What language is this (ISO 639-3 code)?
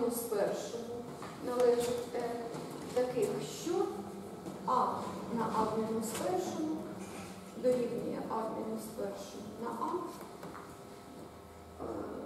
ukr